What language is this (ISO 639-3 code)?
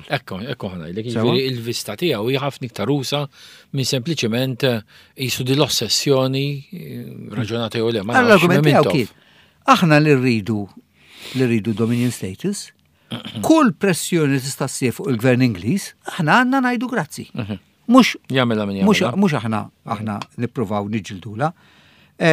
mlt